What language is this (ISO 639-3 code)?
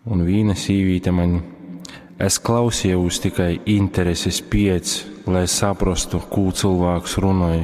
ltg